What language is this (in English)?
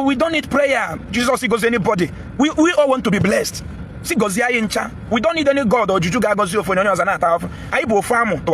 Igbo